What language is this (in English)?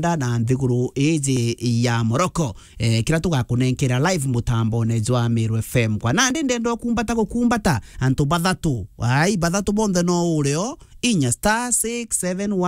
Meru